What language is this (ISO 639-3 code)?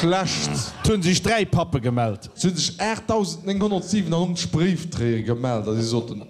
ltz